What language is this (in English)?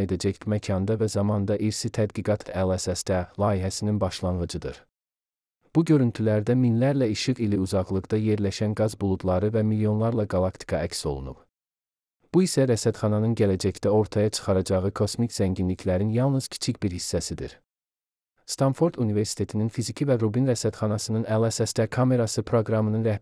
Azerbaijani